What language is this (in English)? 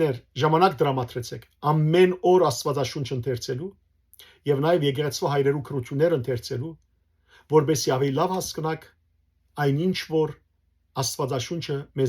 Western Armenian